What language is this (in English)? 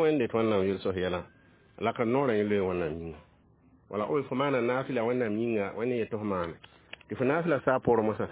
Mossi